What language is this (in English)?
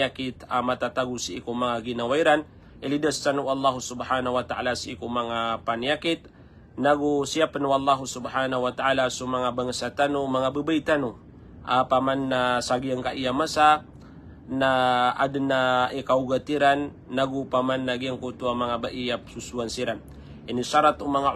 Maranao